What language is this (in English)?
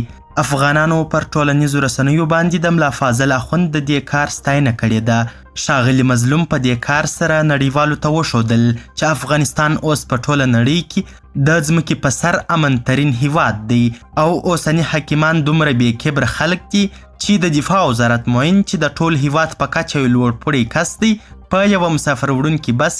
Pashto